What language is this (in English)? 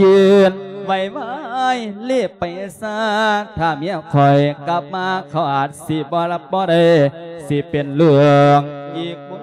Lao